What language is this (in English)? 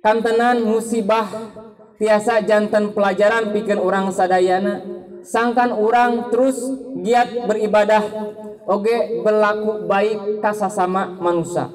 Sundanese